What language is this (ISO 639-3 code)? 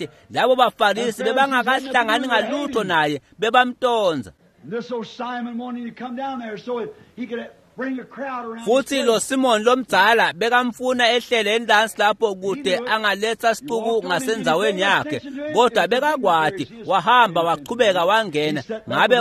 ssw